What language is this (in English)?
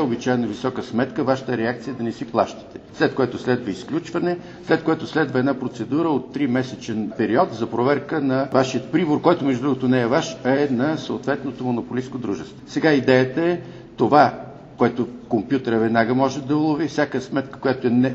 Bulgarian